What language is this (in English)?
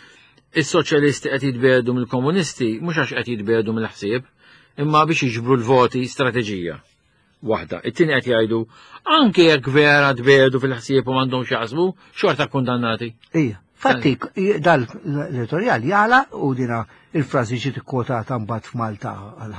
Maltese